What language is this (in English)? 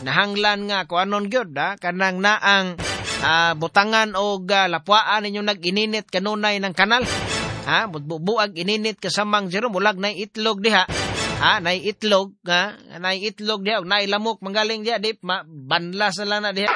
Cebuano